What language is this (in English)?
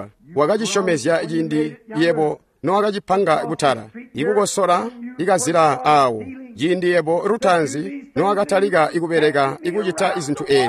Tonga (Zambia)